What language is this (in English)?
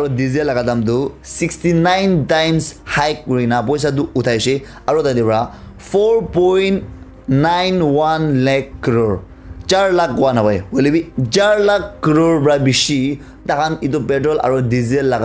Naga Pidgin